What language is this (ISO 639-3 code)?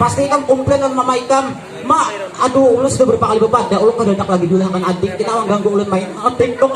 bjn